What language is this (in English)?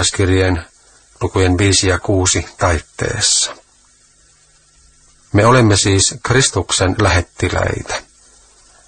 Finnish